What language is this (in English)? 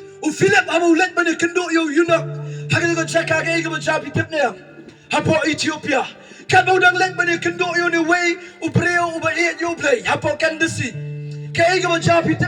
Khasi